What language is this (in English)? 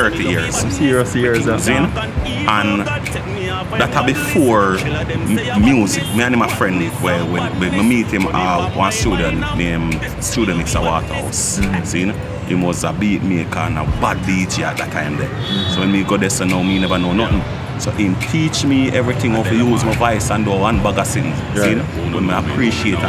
Jamaican Creole English